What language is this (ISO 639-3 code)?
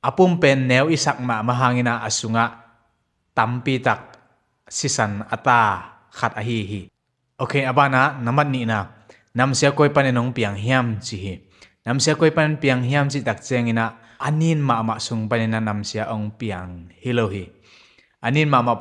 ctd